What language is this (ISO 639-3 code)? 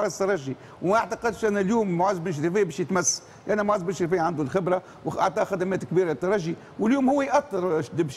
aeb